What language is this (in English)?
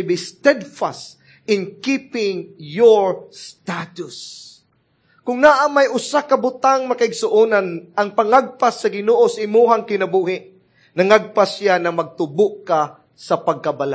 Cebuano